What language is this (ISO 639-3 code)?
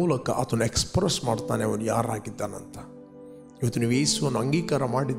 kan